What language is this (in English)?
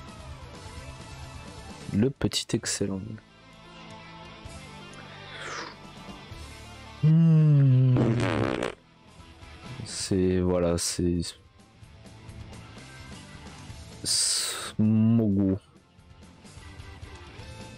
French